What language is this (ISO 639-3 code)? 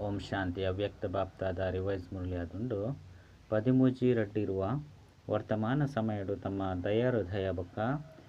tcy